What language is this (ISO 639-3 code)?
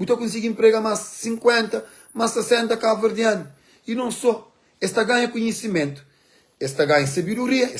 kea